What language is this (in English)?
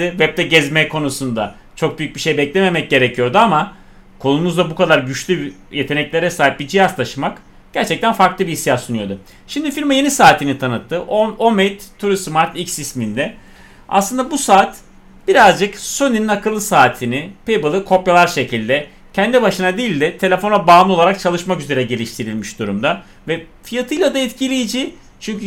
Turkish